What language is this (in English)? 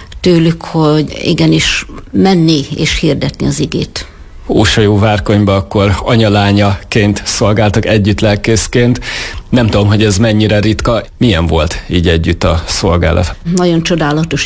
Hungarian